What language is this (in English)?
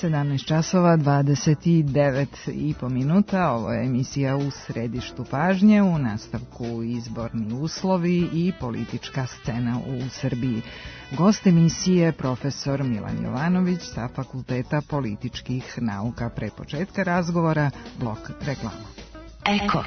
Serbian